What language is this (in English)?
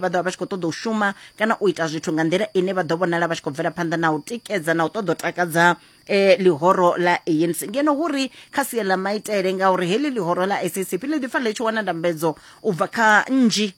Venda